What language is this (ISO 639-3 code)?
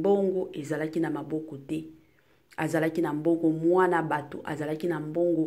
lin